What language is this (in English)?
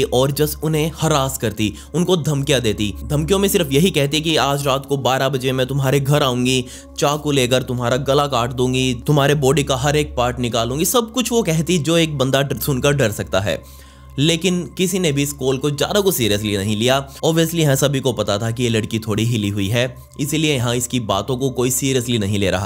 Hindi